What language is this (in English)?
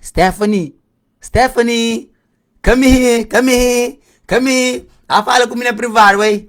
Kabuverdianu